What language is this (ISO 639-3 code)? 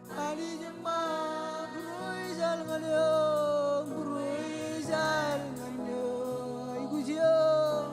mah